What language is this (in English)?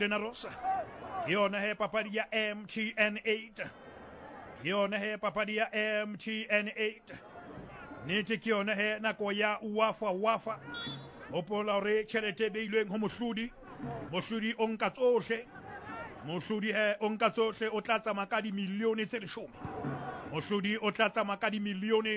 Southern Sotho